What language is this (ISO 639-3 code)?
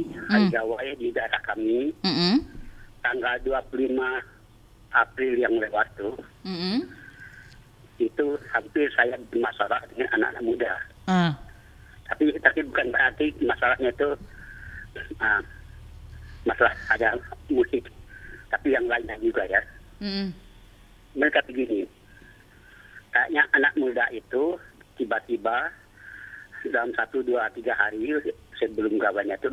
ind